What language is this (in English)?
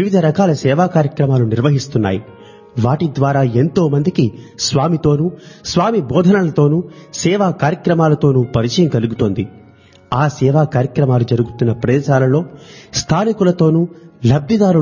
Telugu